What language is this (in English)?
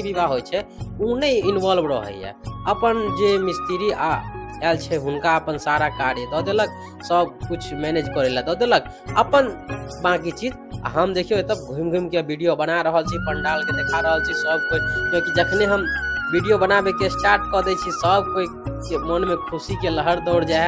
Maithili